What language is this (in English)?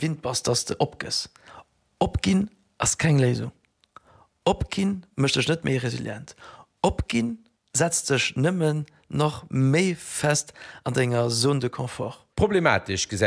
Luxembourgish